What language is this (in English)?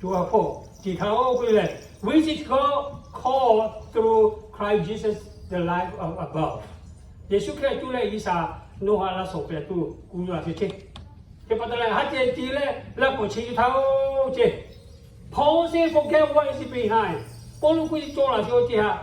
Lahu